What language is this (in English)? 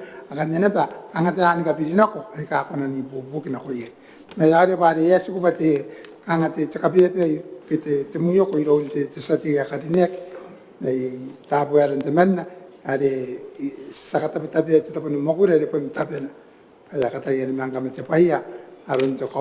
Gilbertese